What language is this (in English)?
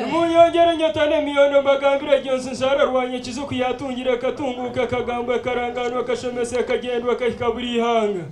Nyankole